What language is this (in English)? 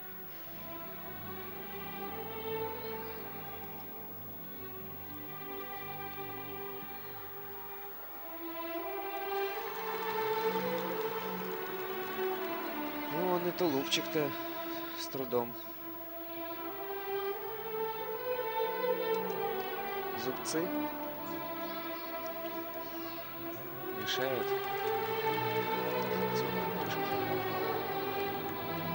Russian